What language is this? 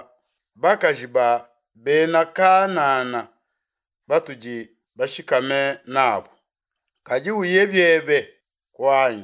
Luba-Lulua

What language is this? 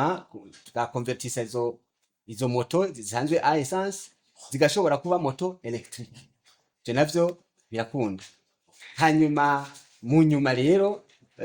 Rundi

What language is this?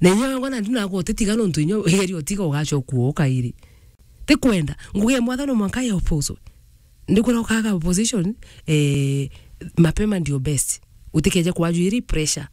Meru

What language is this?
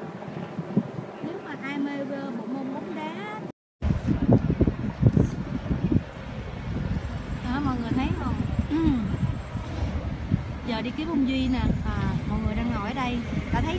Vietnamese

